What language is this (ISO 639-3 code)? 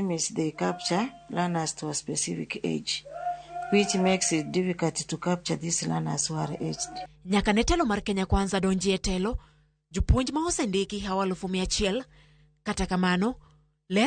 luo